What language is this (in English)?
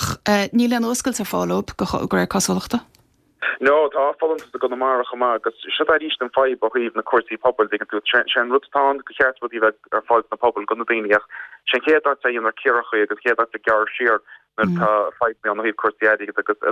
Irish